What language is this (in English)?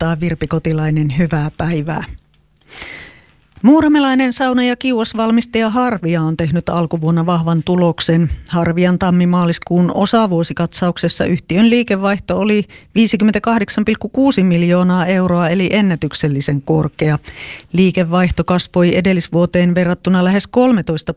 Finnish